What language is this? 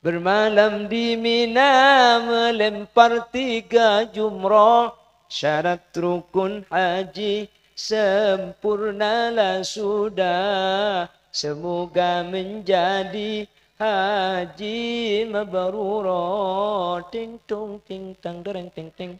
Madurese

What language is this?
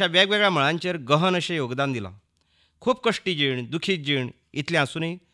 Konkani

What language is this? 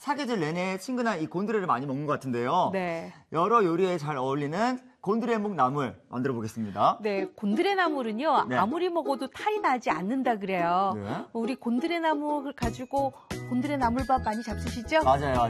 Korean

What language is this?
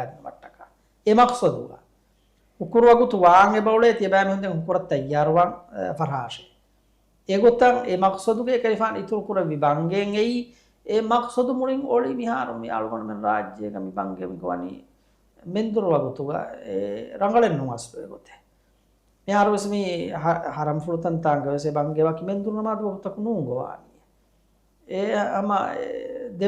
Divehi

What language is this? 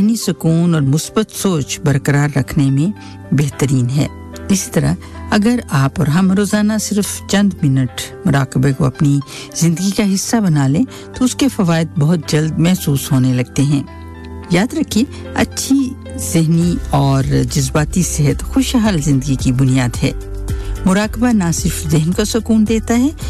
Urdu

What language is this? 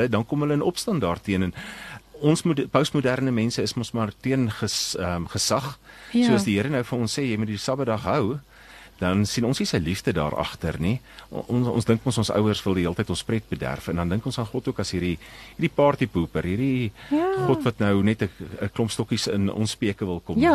Afrikaans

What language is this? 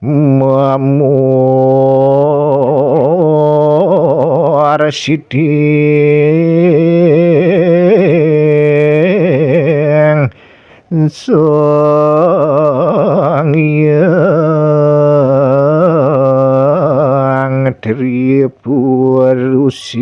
Balinese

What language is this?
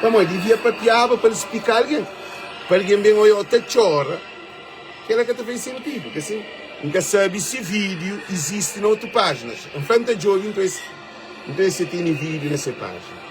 Kabuverdianu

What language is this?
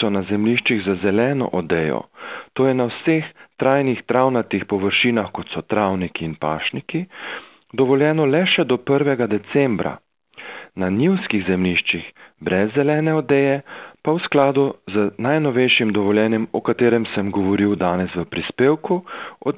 Slovenian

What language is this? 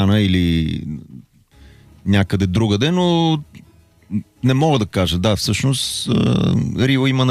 Bulgarian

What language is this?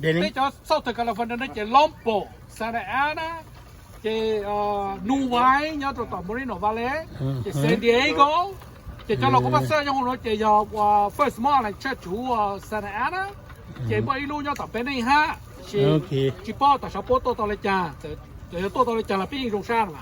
Hmong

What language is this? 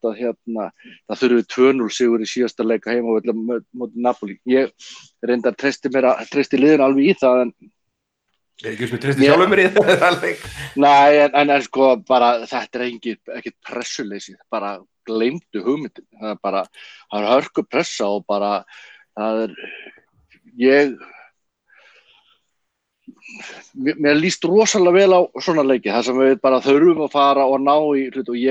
Icelandic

